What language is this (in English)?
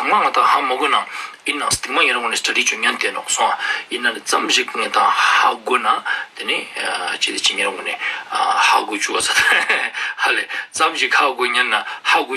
Ladakhi